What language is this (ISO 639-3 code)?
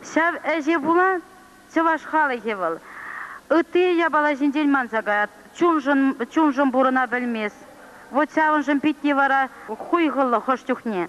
chv